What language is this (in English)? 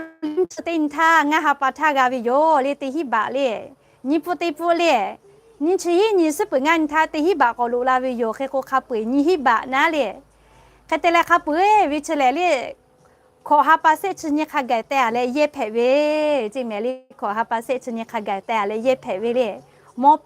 Lahu